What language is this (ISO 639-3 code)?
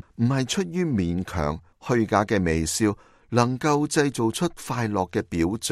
yue